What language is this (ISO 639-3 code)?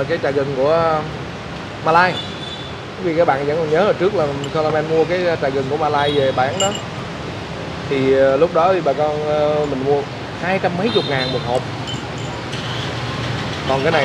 vie